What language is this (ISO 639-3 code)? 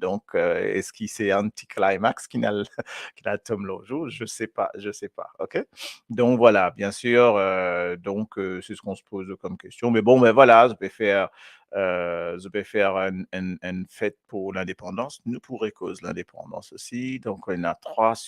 mfe